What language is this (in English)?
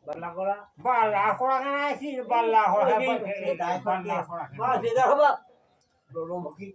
Santali